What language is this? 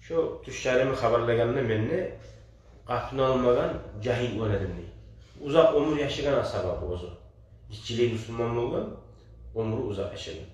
Kumyk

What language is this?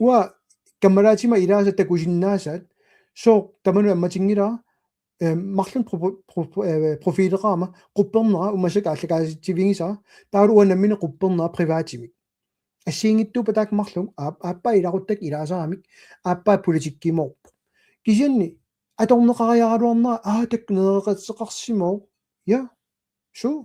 Kalaallisut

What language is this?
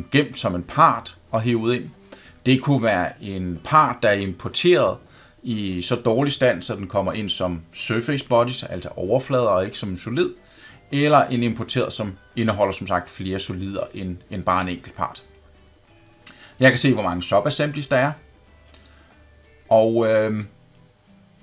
Danish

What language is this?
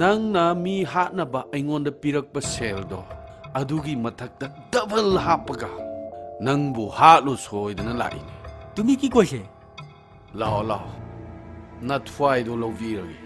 Manipuri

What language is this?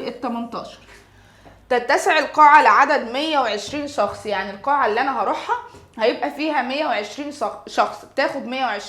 Egyptian Arabic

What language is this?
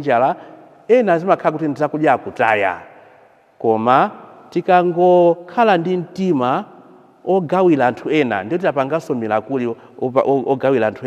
Nyanja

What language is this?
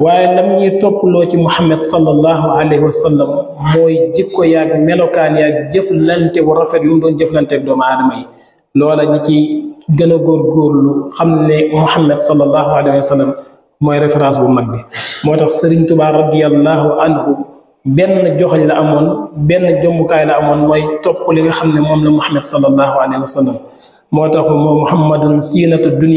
Wolof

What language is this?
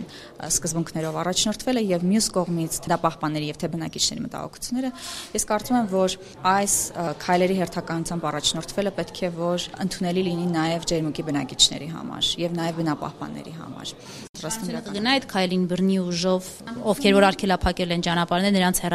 Armenian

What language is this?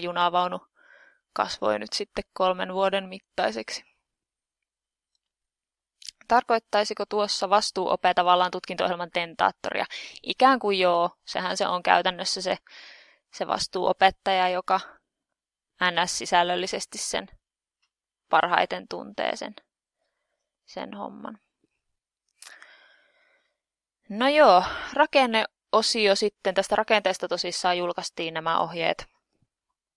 Finnish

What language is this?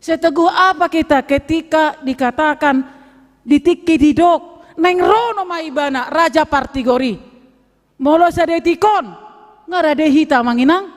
Batak Toba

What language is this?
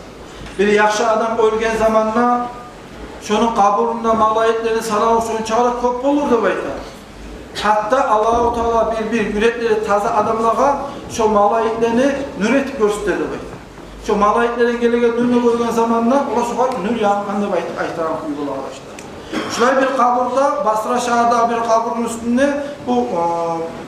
Kumyk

